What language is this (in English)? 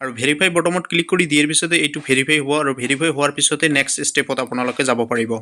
Assamese